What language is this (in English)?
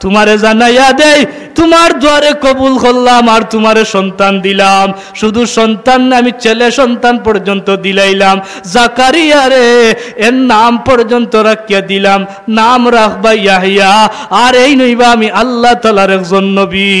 Sylheti